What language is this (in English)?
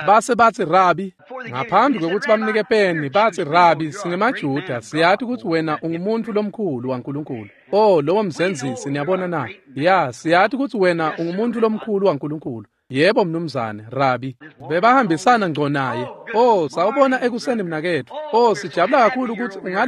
Swati